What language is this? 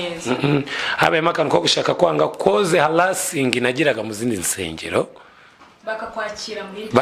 Kinyarwanda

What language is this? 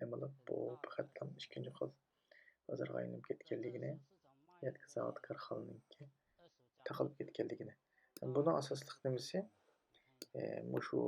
Uyghur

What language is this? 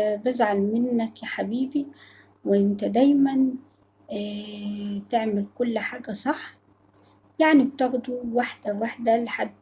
Egyptian Arabic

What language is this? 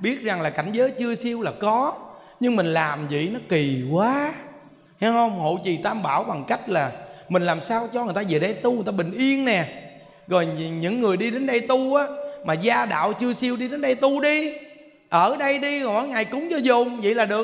Vietnamese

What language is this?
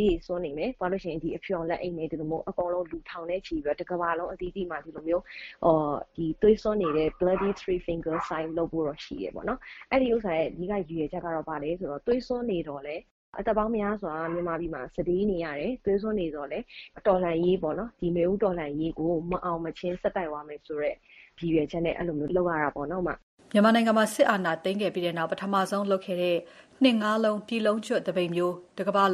Burmese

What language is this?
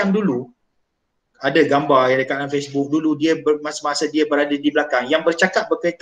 Malay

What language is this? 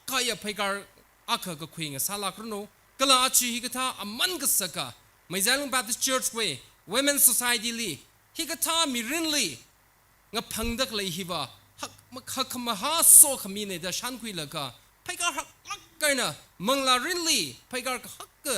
Tangkhul Naga (India)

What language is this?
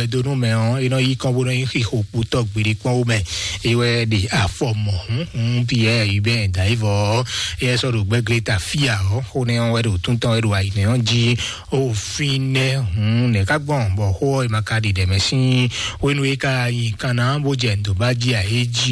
Fon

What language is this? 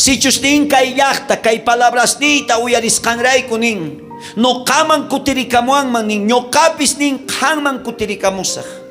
South Bolivian Quechua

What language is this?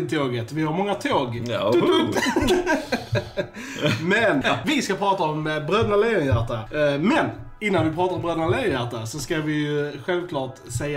Swedish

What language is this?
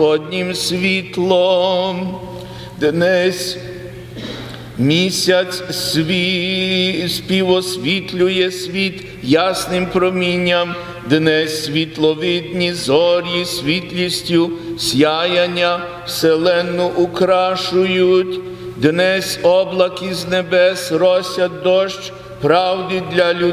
Ukrainian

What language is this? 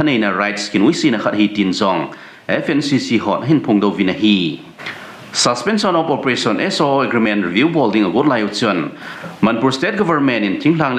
Thado Chin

